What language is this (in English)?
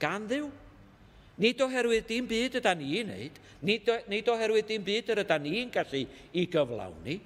Welsh